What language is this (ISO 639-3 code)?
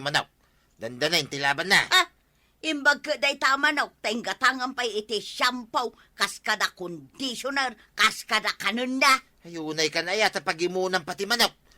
ilo